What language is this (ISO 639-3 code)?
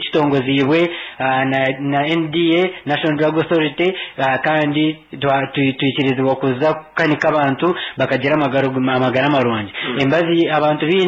nyn